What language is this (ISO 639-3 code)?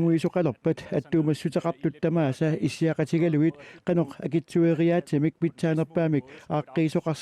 kal